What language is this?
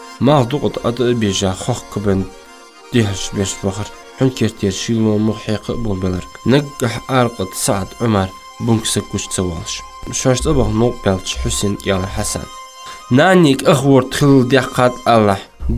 Ingush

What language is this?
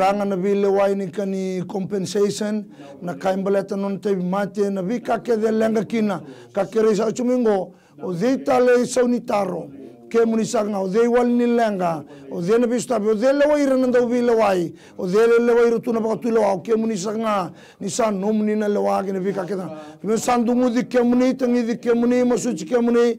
Fijian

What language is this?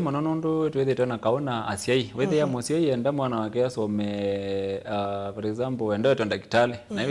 Kamba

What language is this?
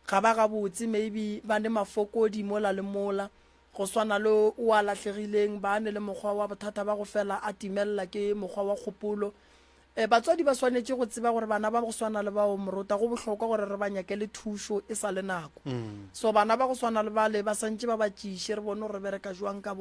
Northern Sotho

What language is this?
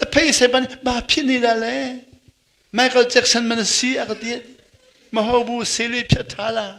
Hakha Chin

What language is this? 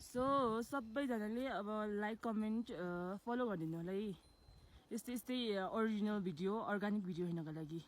Nepali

